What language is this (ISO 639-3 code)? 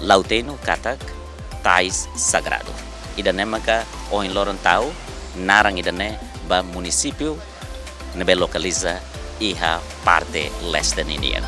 tet